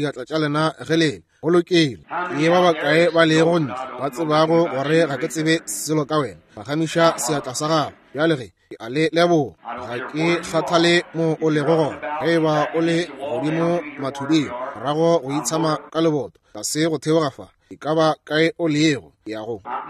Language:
Northern Sotho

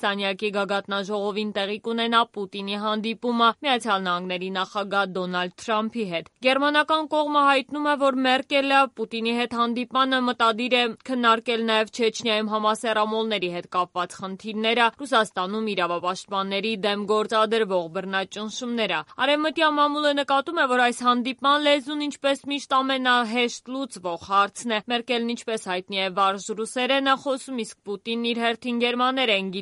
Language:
Armenian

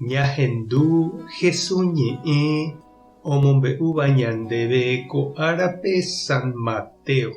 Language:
Guarani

